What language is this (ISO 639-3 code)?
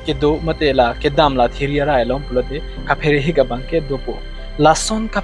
mjw